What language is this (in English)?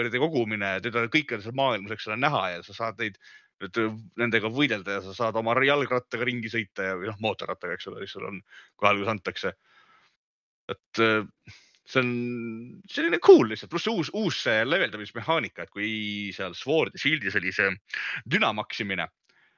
Estonian